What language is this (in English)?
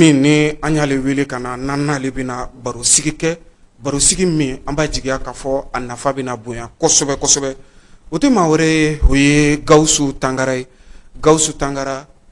Bambara